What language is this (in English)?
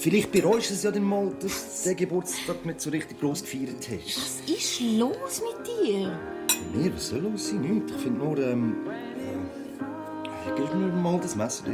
Swiss German